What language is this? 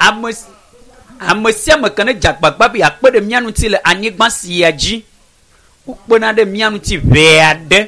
Ewe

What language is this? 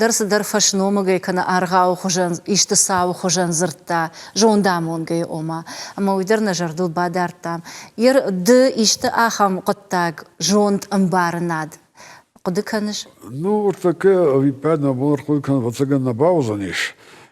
Ossetic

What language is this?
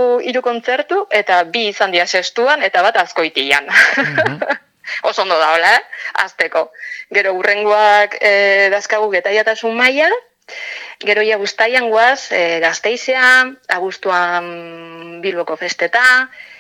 Basque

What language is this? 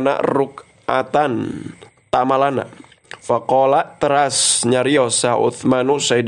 Sundanese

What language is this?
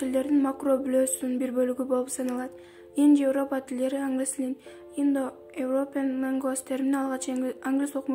Kyrgyz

